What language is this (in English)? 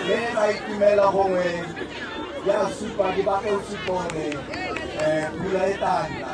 Tswana